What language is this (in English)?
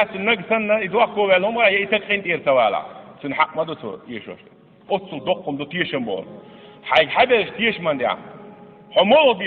Chechen